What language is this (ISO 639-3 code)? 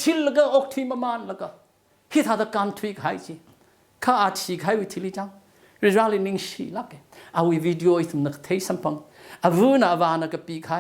nmf